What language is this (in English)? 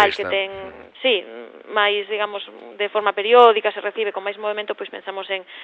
Galician